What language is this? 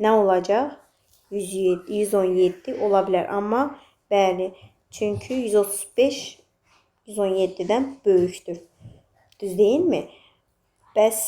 Azerbaijani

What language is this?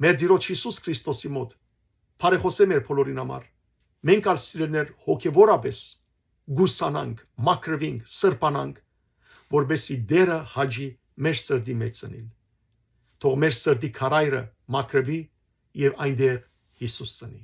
Western Armenian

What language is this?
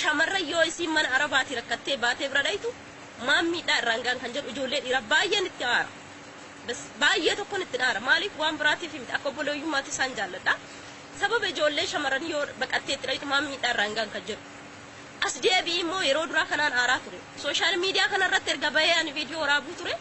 Oromo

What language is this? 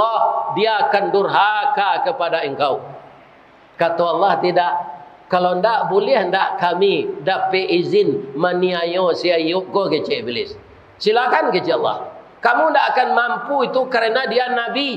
Minangkabau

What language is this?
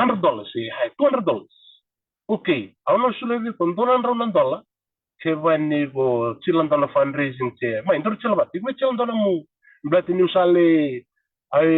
Fijian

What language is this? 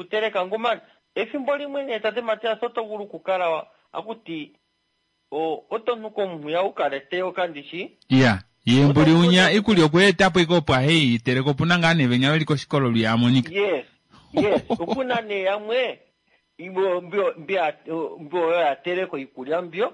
Kuanyama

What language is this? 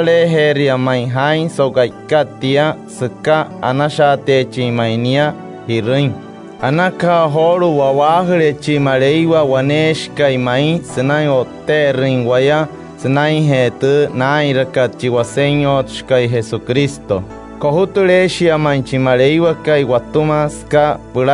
Wayuu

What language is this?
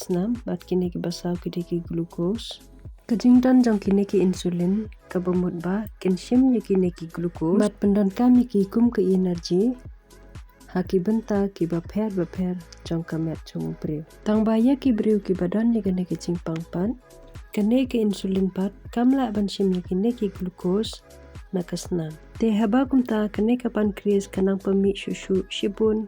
Khasi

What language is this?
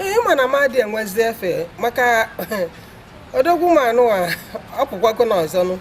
Igbo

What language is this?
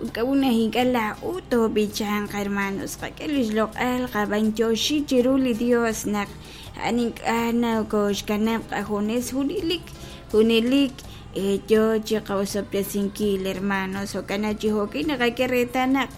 Kekchí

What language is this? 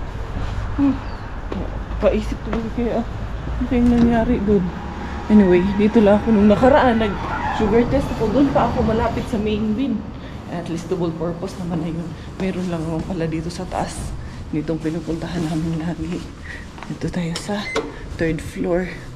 Filipino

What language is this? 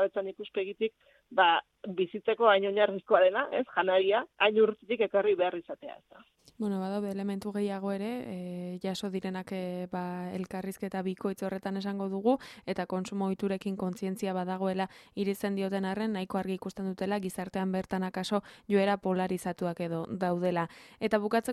Basque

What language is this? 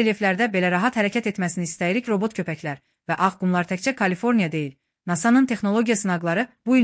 Azerbaijani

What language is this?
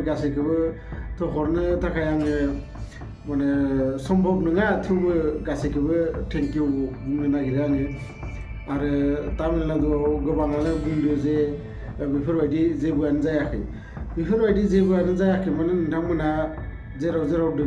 Bodo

